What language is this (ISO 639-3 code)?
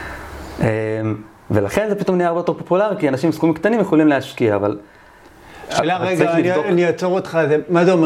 heb